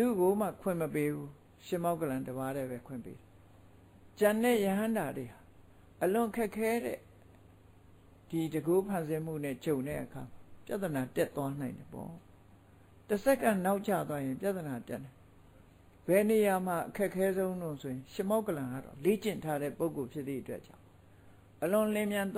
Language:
Burmese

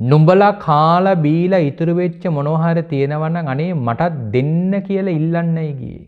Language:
Sinhala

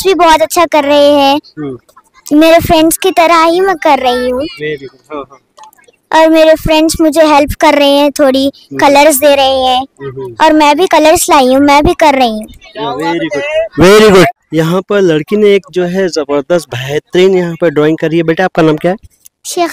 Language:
Hindi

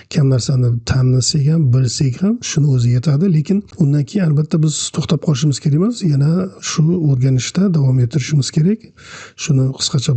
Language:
Uzbek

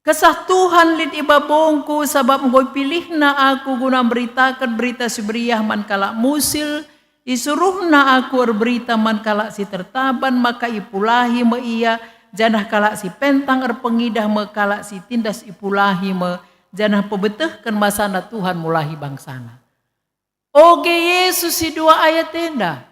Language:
Batak Karo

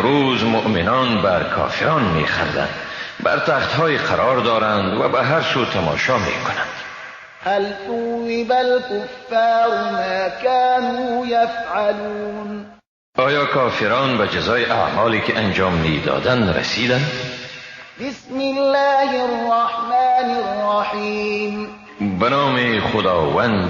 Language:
Persian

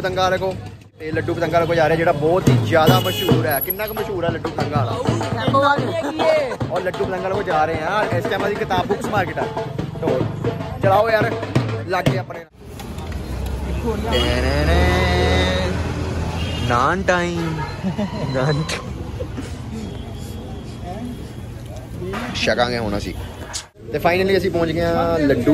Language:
Punjabi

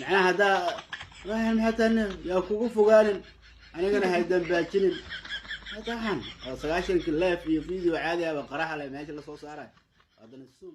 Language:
Somali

